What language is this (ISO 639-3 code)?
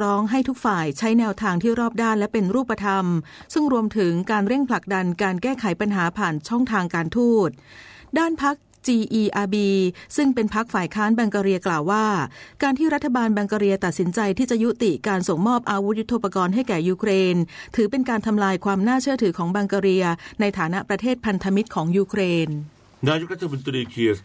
tha